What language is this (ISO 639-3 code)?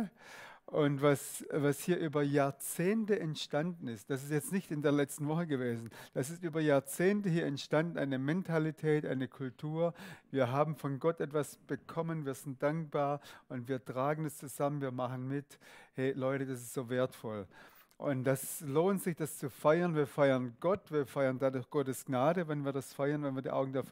gsw